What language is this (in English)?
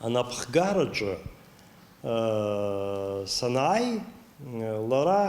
Abkhazian